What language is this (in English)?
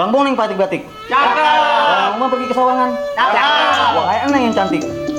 Betawi